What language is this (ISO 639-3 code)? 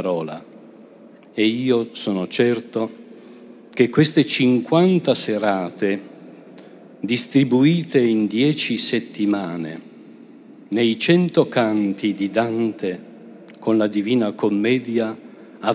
ita